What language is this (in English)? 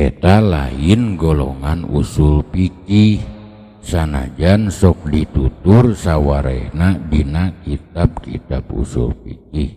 Sundanese